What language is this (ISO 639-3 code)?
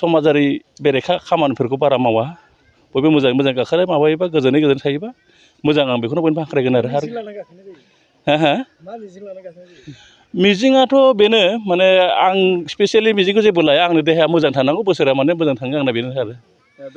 brx